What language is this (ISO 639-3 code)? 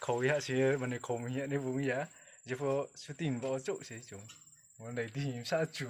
ria